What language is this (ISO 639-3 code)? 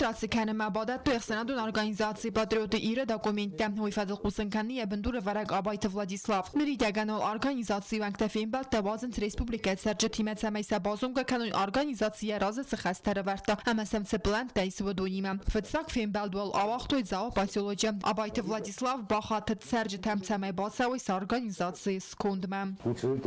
oss